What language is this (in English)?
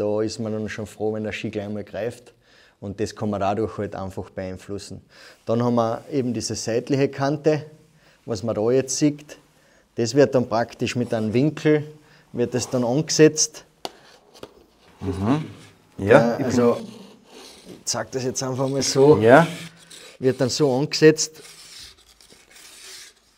German